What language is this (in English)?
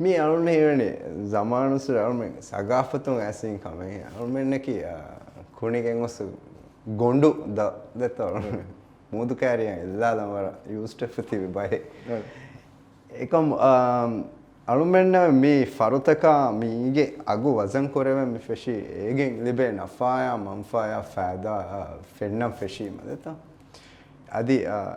Divehi